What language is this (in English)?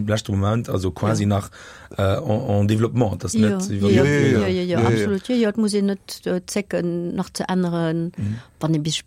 Luxembourgish